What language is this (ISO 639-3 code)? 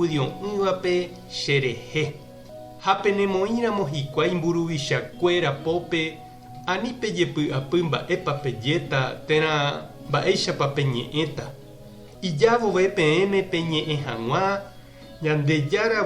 grn